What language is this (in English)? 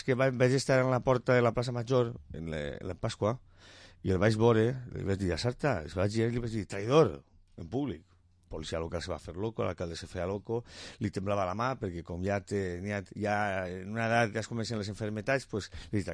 Catalan